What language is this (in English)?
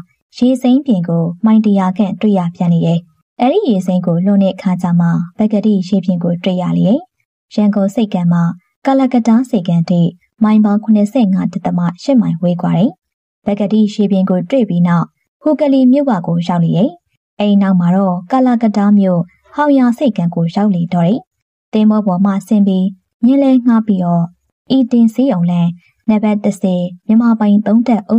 Burmese